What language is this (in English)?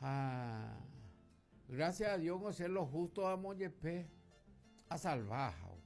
Guarani